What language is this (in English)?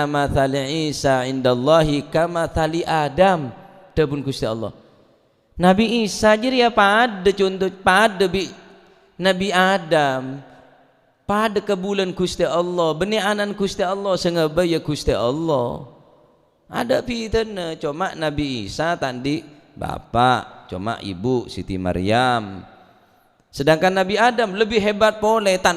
Madurese